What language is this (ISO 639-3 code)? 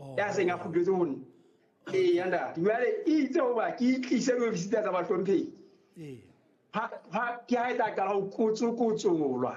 sot